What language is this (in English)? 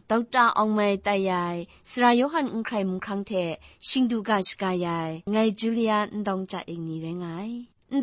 Kachin